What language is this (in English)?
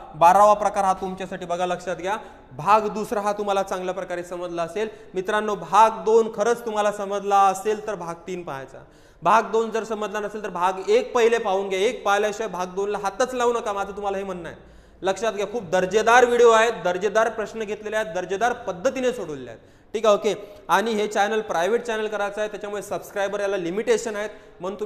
Marathi